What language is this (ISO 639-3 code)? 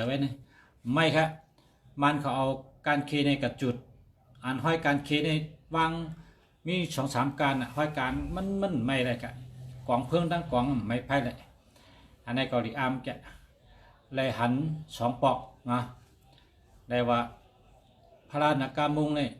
shn